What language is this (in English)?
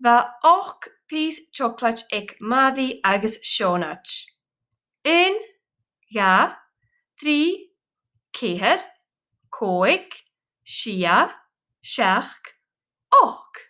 Scottish Gaelic